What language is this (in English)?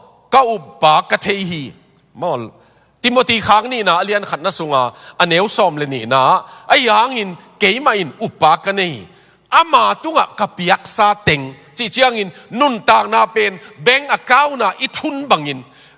Tedim Chin